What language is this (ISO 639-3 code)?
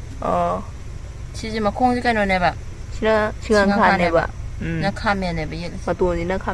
mni